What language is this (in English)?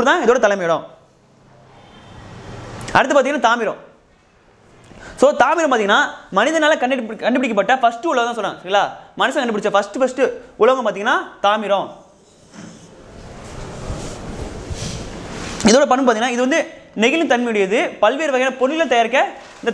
Tamil